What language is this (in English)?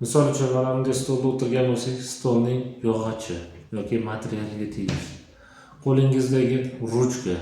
Uzbek